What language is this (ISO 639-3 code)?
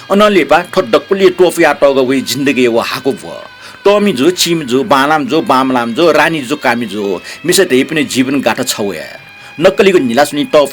new